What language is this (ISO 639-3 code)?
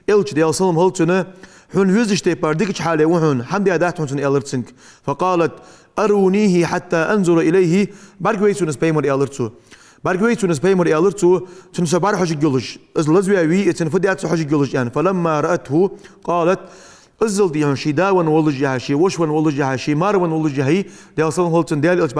inh